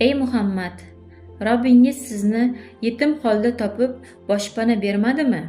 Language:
Uzbek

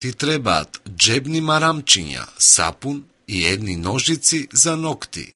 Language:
Macedonian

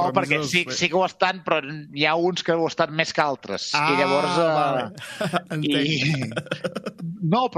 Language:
Catalan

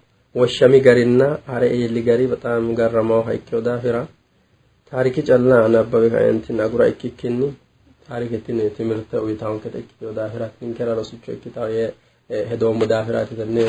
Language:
Sidamo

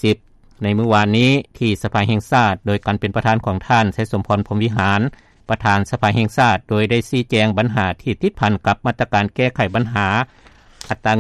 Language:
Lao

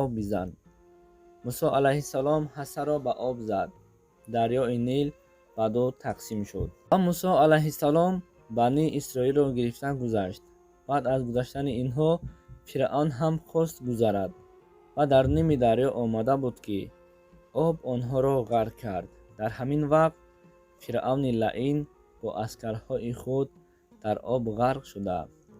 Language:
Tajik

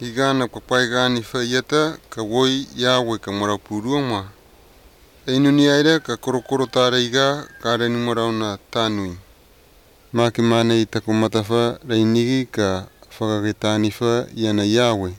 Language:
Malagasy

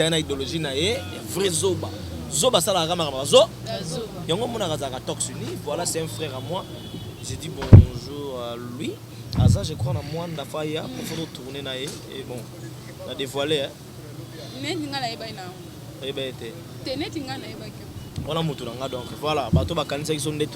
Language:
Lingala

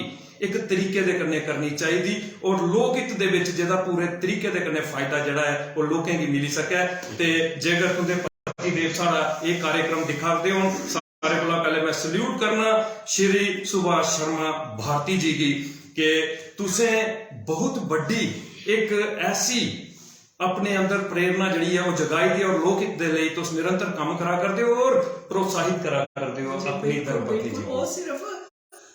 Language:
Dogri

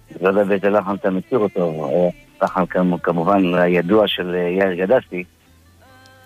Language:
Hebrew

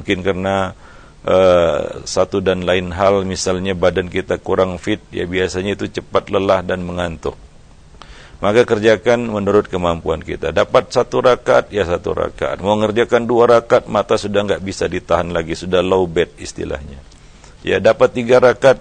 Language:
Indonesian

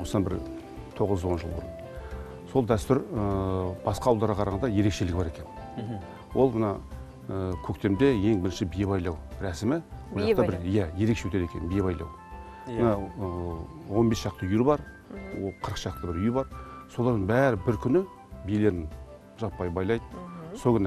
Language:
Kazakh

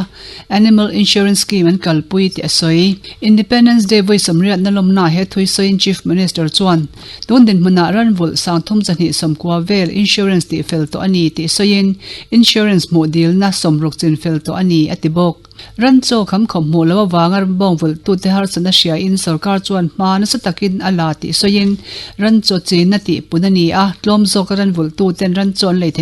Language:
Mizo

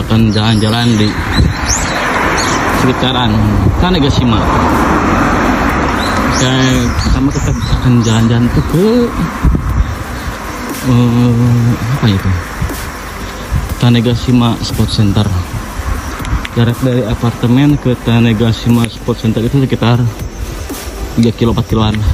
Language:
Indonesian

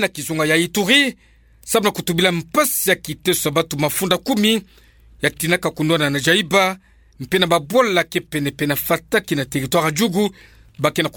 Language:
Kituba (Democratic Republic of Congo)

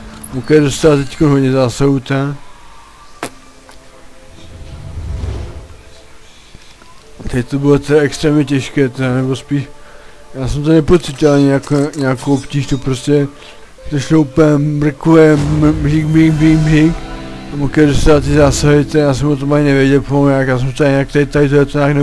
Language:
Czech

